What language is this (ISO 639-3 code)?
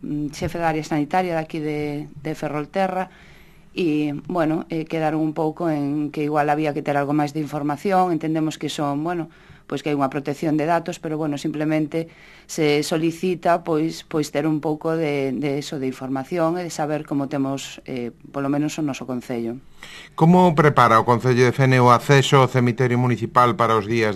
glg